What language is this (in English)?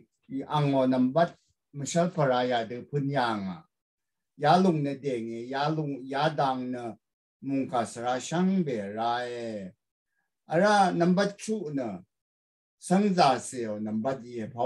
Rawang